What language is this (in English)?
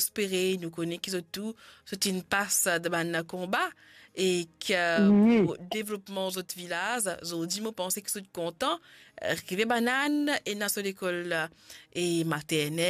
Morisyen